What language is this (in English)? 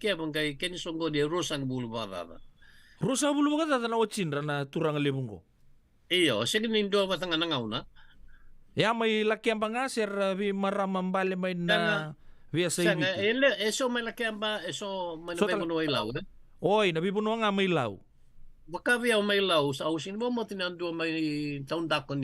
Fijian